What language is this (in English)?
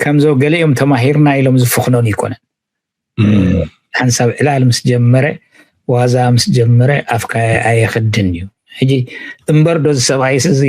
Tigrinya